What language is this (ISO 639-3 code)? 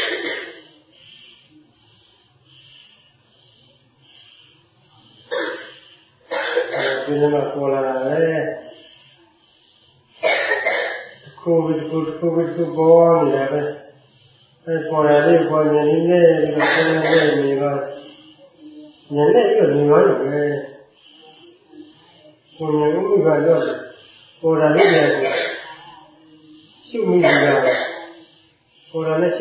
mya